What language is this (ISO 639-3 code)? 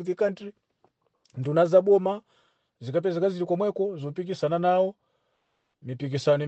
nya